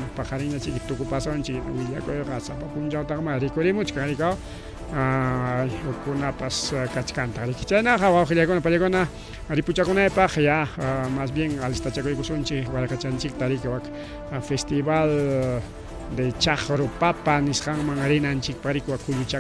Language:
Ayacucho Quechua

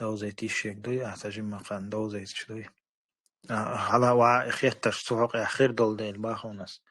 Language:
Chechen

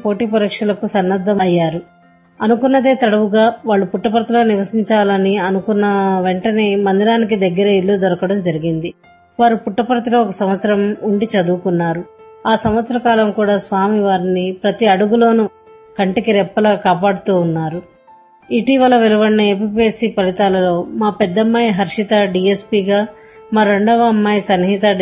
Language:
Telugu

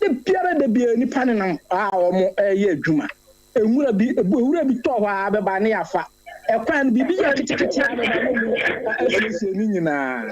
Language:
Akan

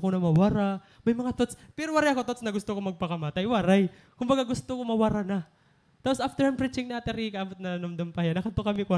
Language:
Waray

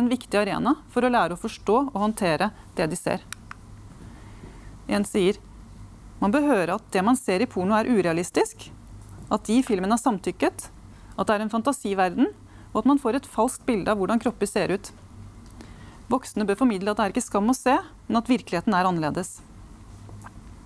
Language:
Norwegian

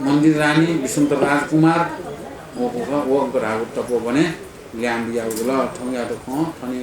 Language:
Newari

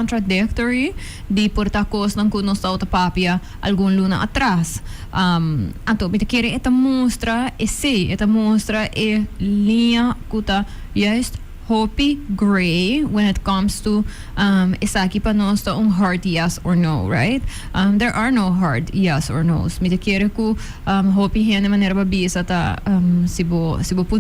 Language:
Papiamento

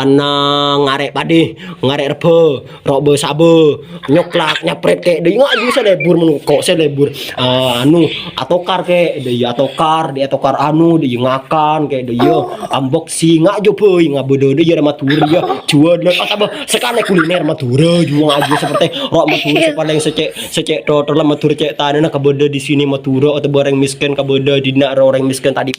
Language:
Madurese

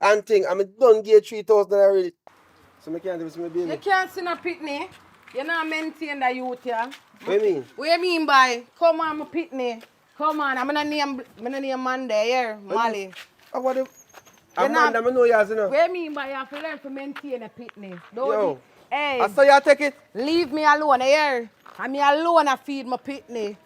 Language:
Jamaican Creole English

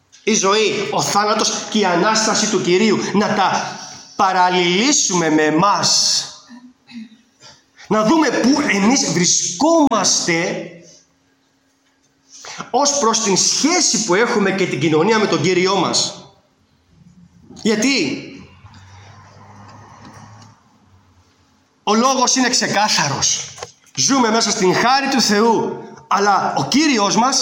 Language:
Greek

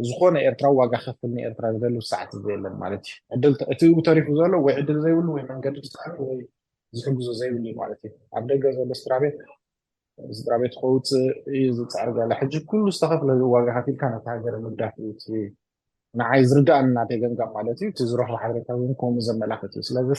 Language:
Tigrinya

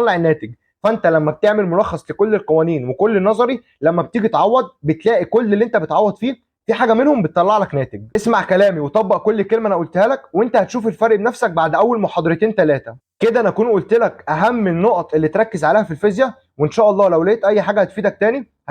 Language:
Egyptian Arabic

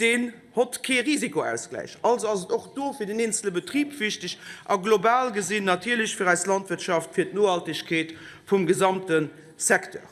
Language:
Luxembourgish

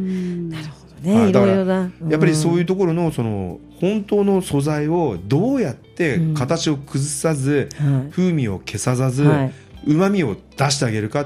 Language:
Japanese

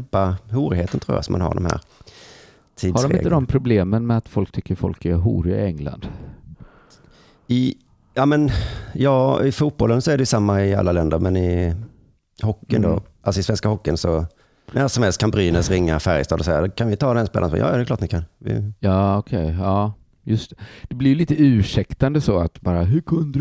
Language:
Swedish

